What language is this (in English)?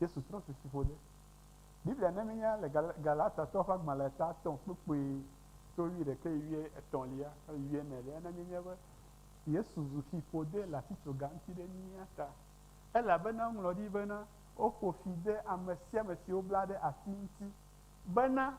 Ewe